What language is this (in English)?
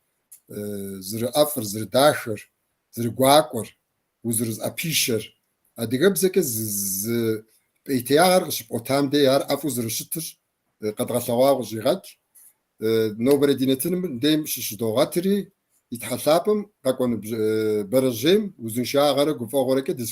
Kabardian